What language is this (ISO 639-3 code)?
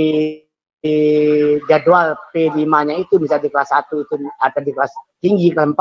ind